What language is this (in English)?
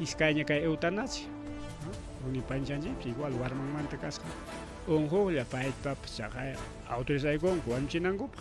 Ayacucho Quechua